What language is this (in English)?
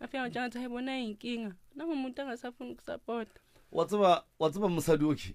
Northern Sotho